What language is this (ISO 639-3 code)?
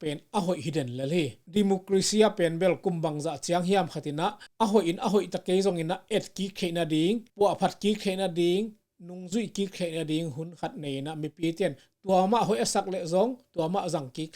ctd